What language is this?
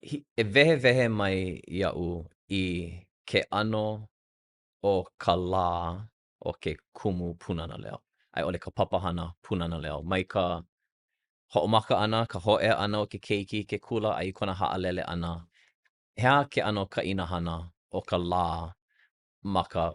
Hawaiian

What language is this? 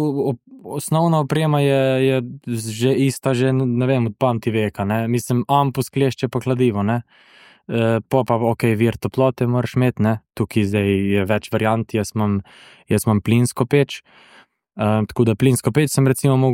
Slovenian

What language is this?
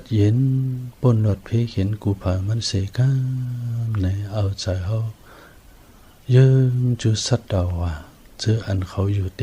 Shan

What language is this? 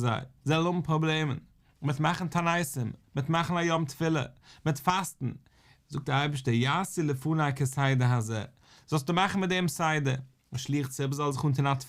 Yiddish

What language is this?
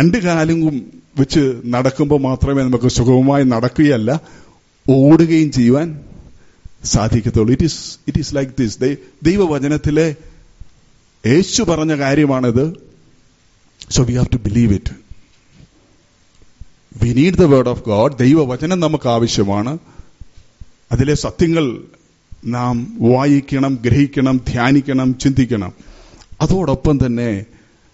Malayalam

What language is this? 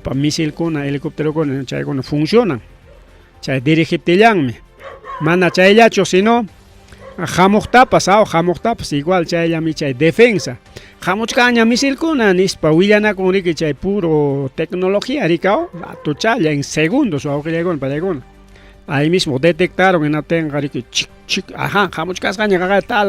Ayacucho Quechua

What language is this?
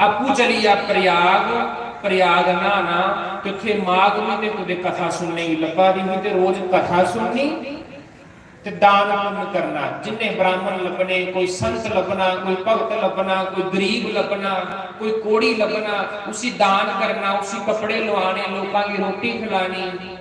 Dogri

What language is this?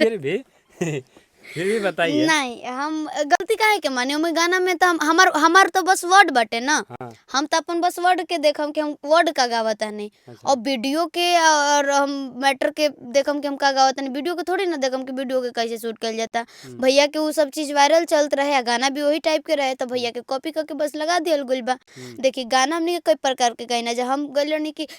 Bhojpuri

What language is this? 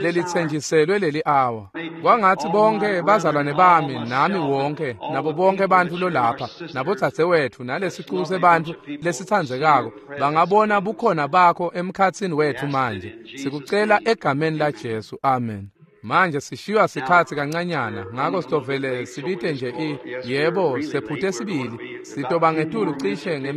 Swati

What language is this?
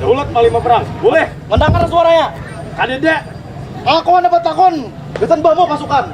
Banjar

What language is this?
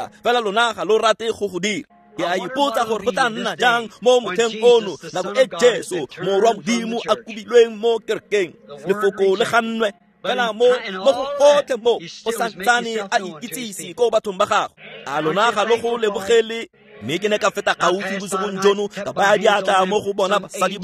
Tswana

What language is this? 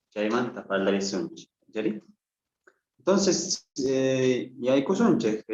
South Bolivian Quechua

